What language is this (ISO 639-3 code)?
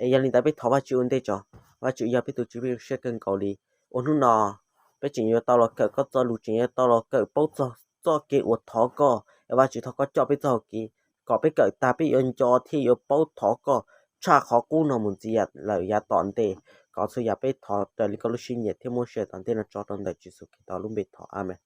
hmn